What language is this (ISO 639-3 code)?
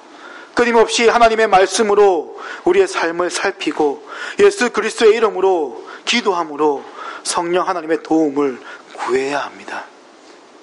kor